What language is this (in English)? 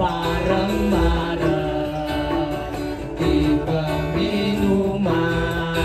Balinese